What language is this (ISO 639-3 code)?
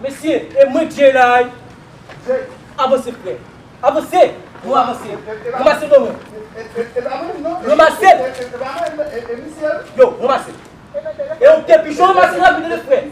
hat